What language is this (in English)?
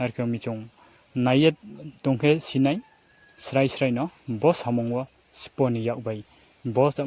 Riang (India)